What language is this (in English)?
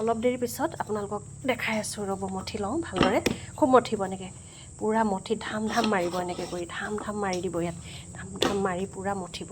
Assamese